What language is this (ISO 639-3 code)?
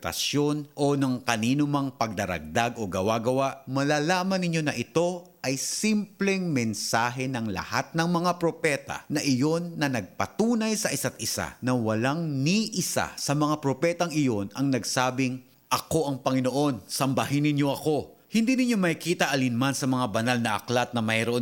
fil